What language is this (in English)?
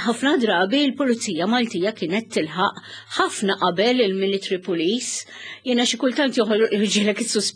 Maltese